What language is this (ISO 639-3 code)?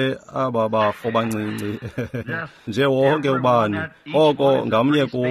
xho